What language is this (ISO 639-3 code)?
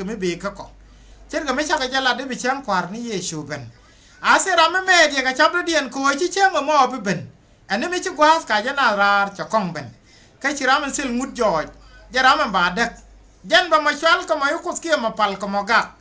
nus